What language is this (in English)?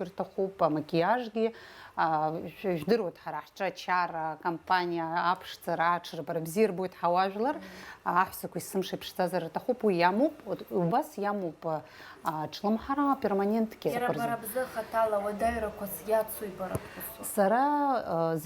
Abkhazian